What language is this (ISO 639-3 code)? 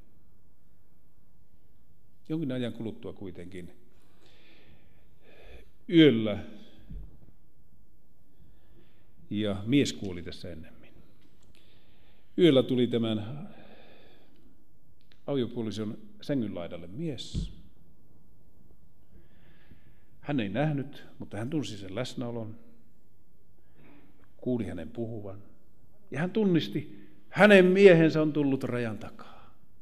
fin